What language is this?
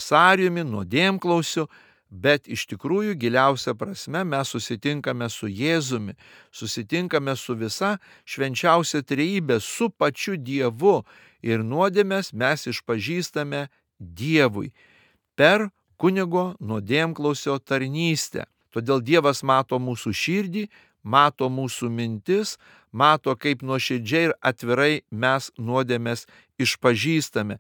Lithuanian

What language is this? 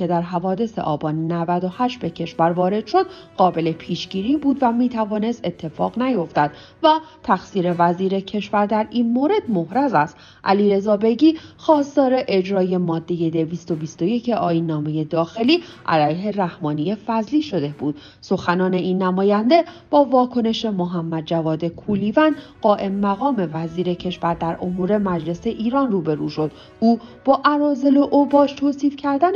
Persian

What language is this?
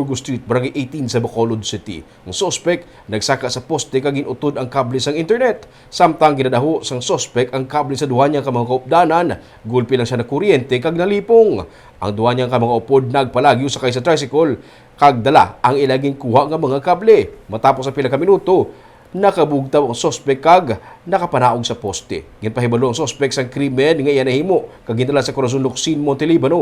Hiligaynon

